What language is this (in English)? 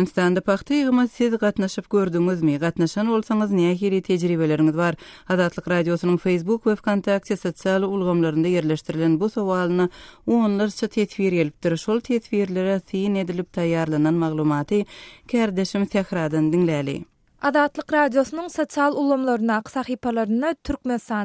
Turkmen